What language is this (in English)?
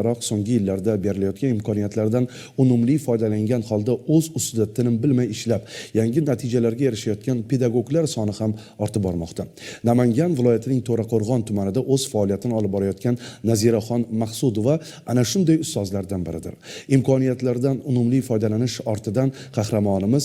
Uzbek